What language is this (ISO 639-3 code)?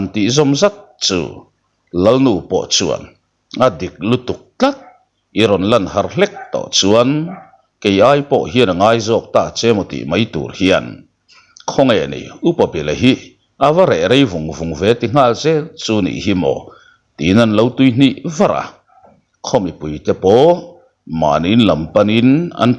lus